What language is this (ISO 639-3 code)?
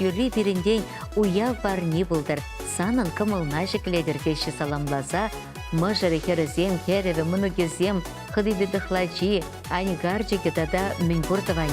chv